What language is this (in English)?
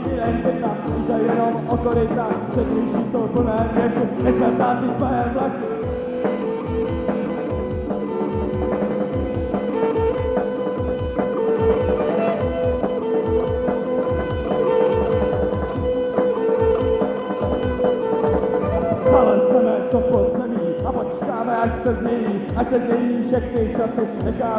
Czech